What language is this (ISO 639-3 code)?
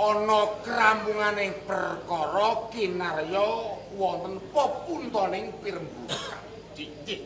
jav